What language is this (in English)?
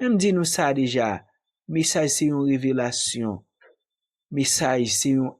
Haitian Creole